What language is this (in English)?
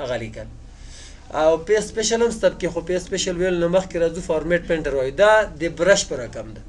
Pashto